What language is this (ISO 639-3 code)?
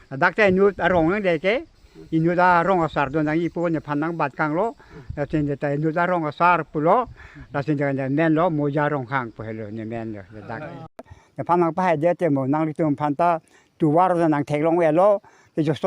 mjw